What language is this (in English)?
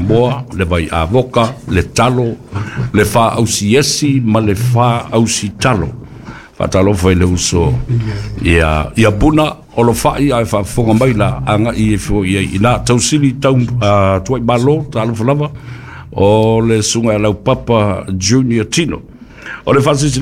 Samoan